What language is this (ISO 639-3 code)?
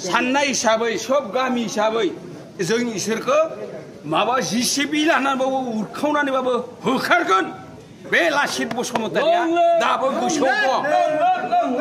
brx